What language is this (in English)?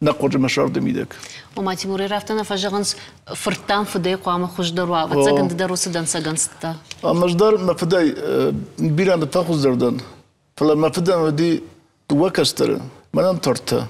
Ossetic